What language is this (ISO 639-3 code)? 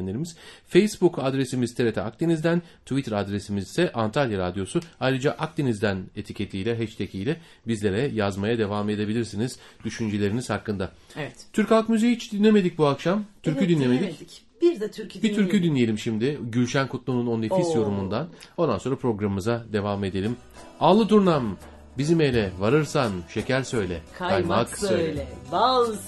tur